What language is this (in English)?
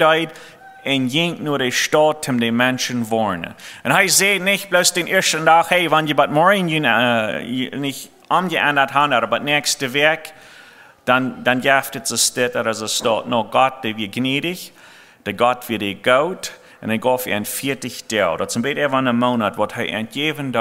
Plautdietsch